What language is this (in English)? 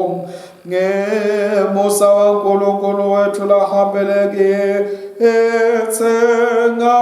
Swati